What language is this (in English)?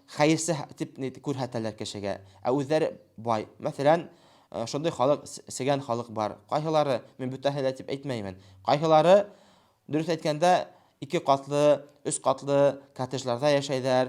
Bashkir